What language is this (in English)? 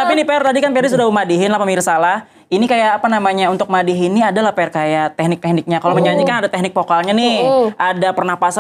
Banjar